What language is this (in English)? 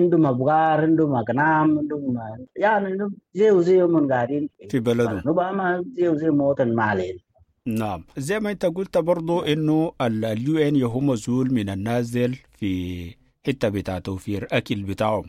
Sudanese Arabic